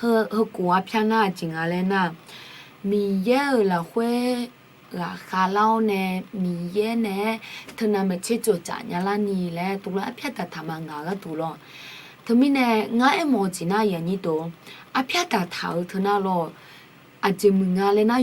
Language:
Akha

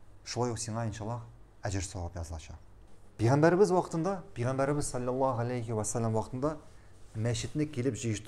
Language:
Tatar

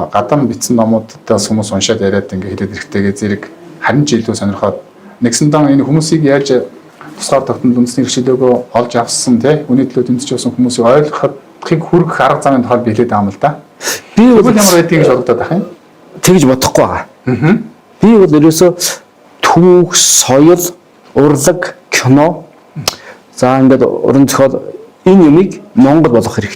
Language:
Mongolian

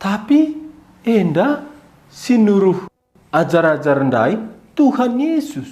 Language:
Batak Karo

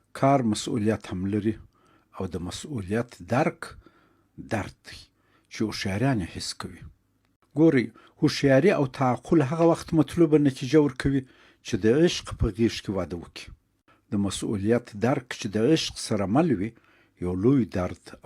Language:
Pashto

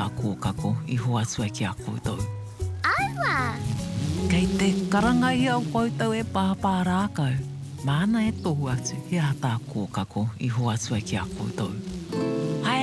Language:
Māori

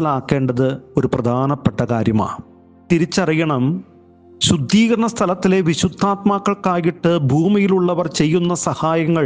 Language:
Malayalam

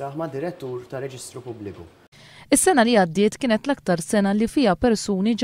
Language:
Maltese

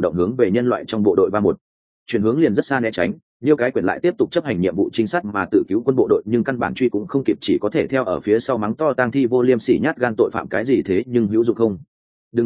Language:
Vietnamese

